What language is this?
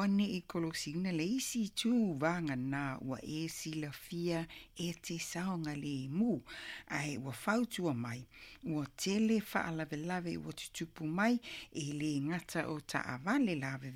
Samoan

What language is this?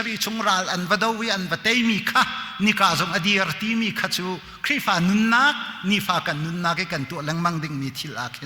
Hakha Chin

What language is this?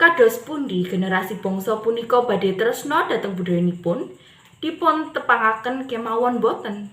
Javanese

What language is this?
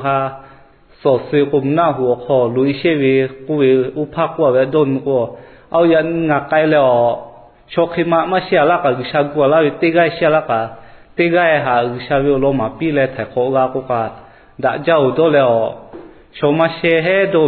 Lahu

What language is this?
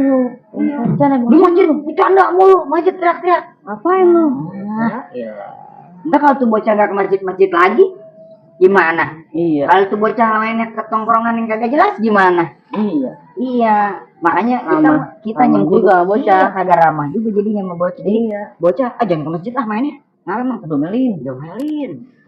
Betawi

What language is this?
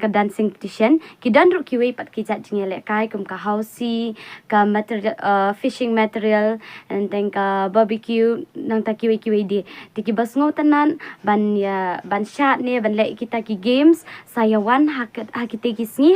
Khasi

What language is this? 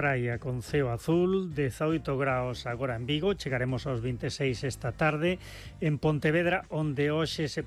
Galician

